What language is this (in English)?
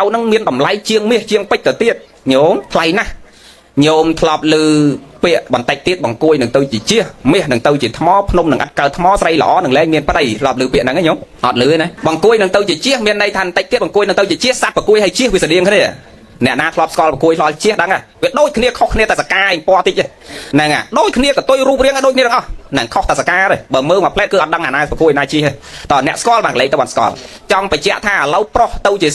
Khmer